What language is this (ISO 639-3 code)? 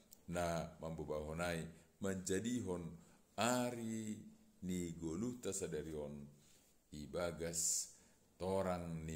bts